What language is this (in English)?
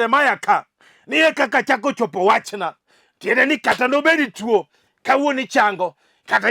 Luo (Kenya and Tanzania)